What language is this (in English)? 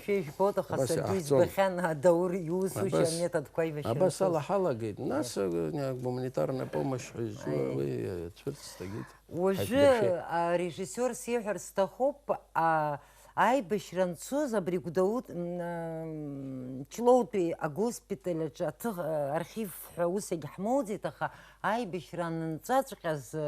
Abkhazian